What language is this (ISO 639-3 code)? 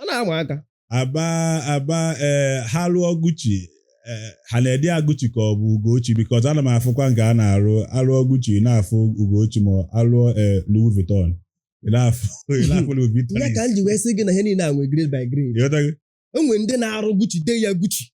ibo